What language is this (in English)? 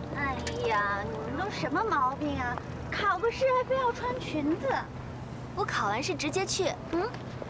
Chinese